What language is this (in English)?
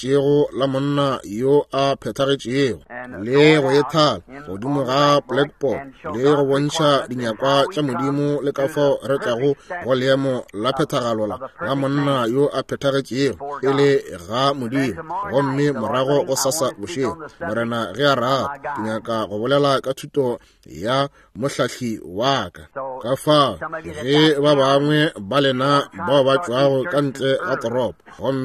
Northern Sotho